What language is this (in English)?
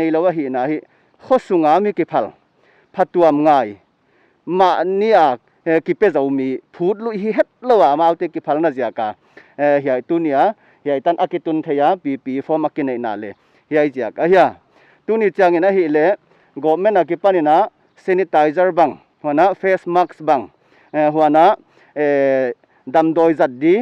Paite Chin